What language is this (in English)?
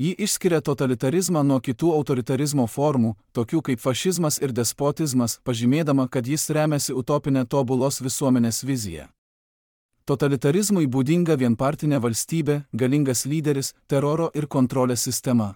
Lithuanian